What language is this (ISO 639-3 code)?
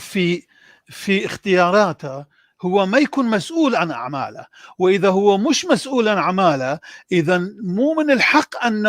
apc